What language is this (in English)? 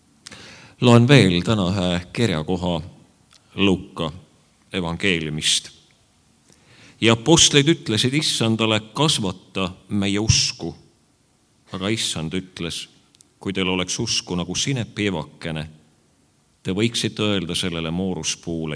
Estonian